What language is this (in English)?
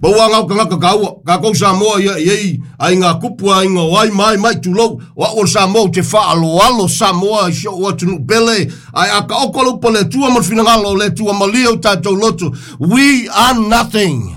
Samoan